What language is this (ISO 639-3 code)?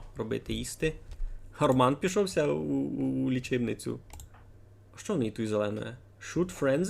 rue